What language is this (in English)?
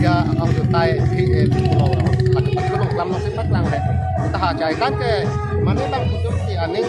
Karbi